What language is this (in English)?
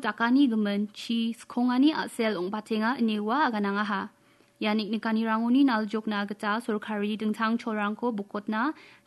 Garo